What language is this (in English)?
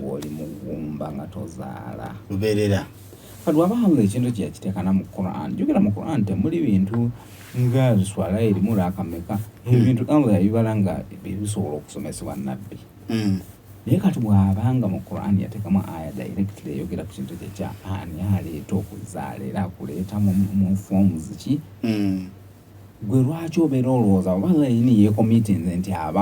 Ganda